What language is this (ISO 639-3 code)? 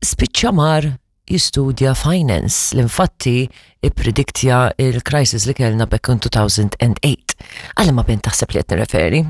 mlt